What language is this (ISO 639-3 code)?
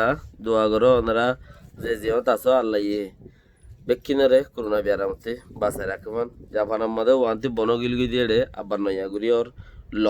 rhg